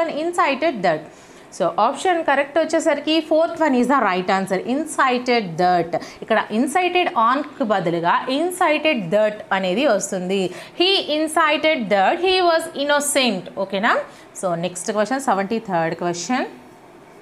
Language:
Telugu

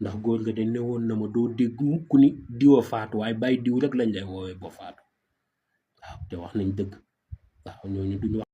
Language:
Wolof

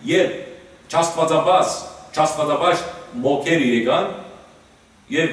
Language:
Western Armenian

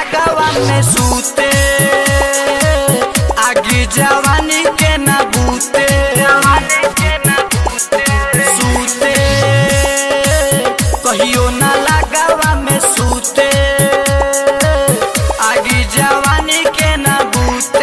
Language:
Bhojpuri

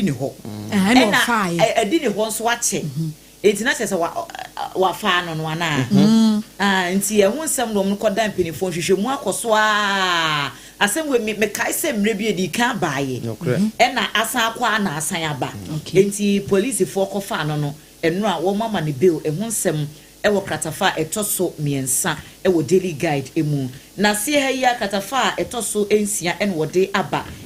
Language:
Akan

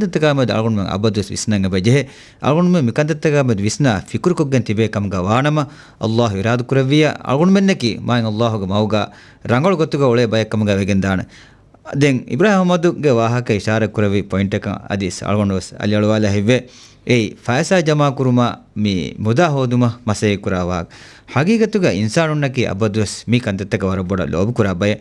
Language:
Divehi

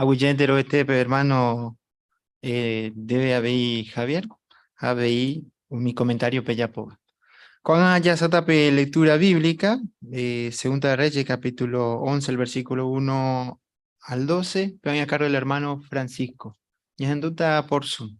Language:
Guarani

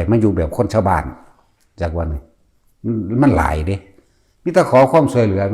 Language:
Northeastern Thai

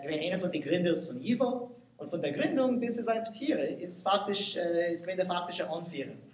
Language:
Yiddish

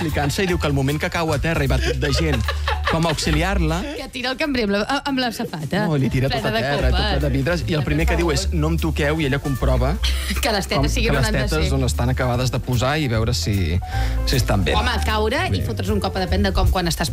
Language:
Catalan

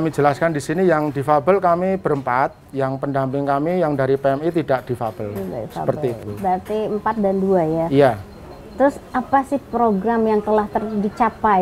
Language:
Indonesian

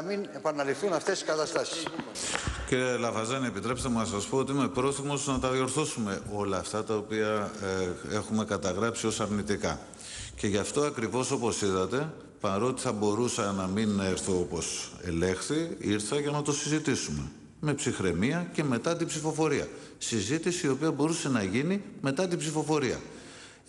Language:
Greek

